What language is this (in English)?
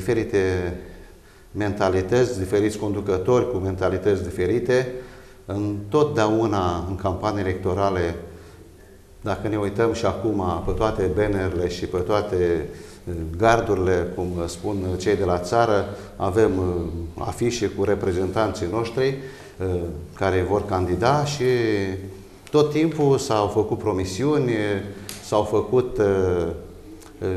Romanian